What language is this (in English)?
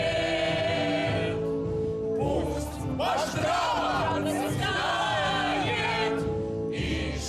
Bashkir